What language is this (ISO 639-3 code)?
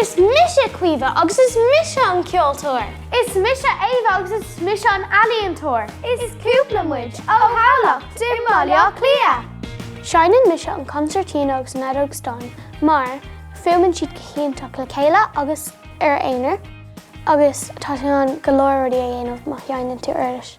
gle